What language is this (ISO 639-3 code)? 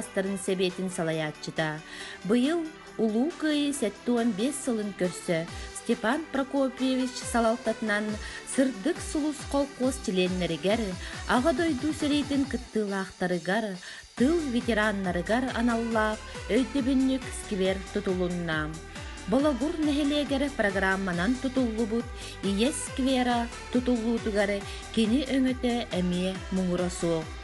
sah